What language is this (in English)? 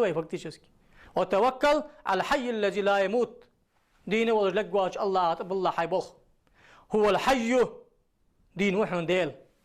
Ingush